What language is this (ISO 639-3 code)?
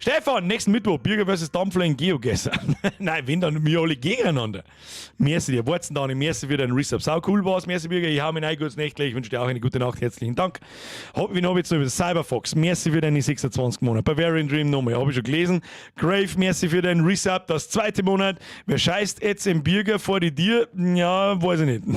bar